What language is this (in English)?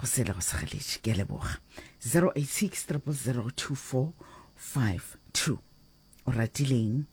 Northern Sotho